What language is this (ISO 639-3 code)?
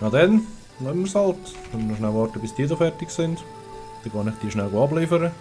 gsw